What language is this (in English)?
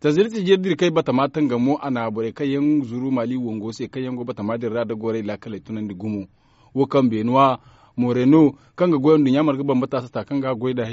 Zarma